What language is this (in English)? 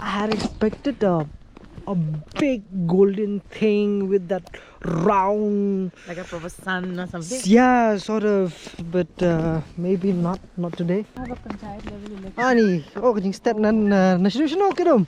Khasi